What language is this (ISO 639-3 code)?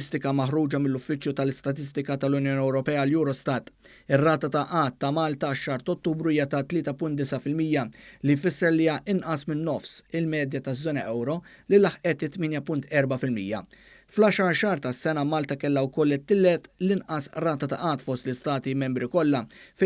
mlt